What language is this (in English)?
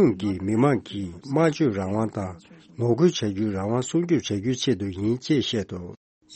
Tibetan